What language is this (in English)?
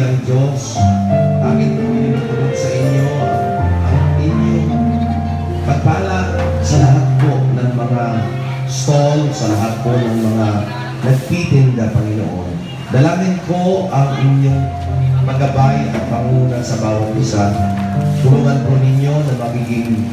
Filipino